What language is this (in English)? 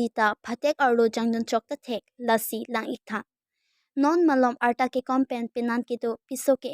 Karbi